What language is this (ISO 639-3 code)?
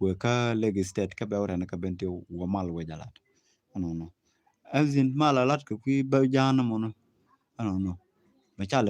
nus